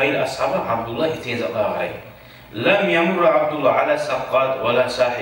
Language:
Kumyk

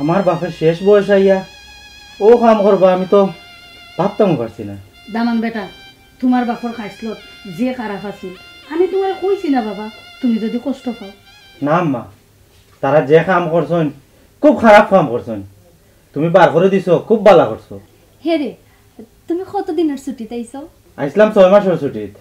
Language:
Sylheti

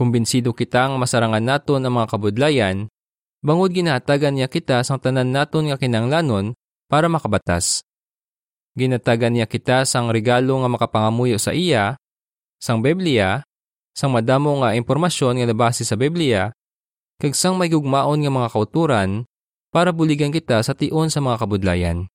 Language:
Hiligaynon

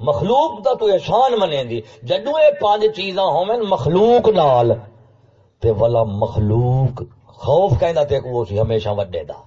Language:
Saraiki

